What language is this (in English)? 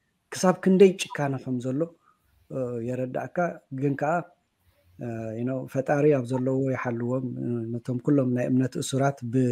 Tigrinya